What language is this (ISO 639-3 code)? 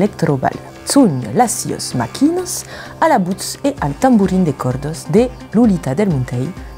oci